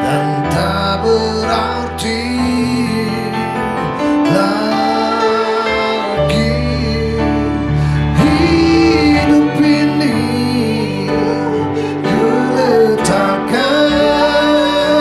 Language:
Indonesian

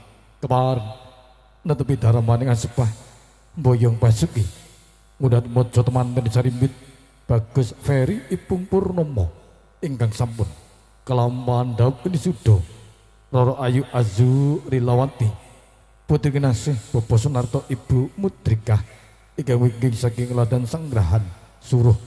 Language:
Javanese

